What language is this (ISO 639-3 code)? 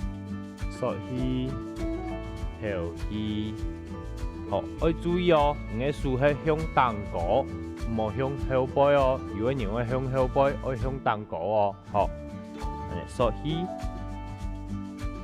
hak